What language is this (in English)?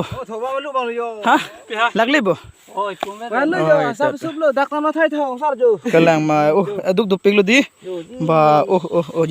Karbi